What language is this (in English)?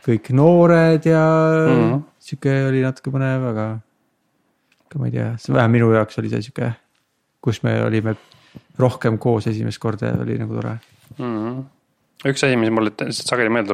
Estonian